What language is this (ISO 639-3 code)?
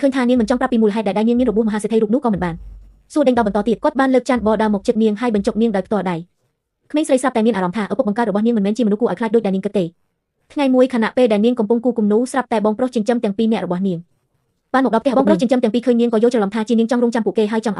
khm